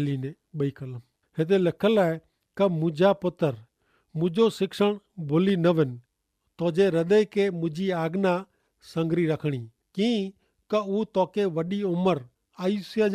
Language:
Kachhi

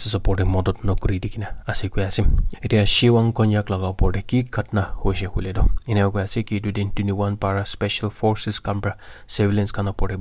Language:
Naga Pidgin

